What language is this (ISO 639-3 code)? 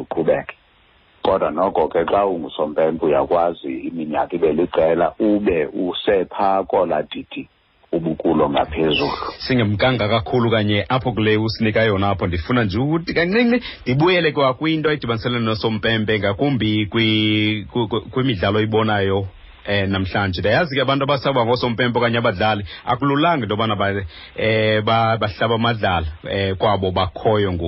xho